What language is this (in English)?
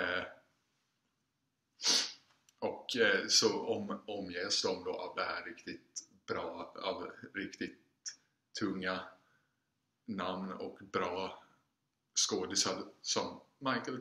Swedish